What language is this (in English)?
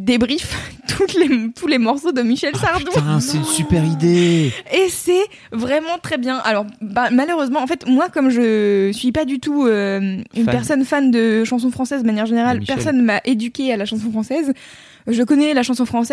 French